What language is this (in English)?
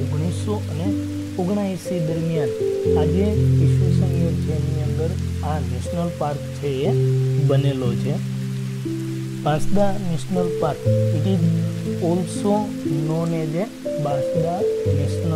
Gujarati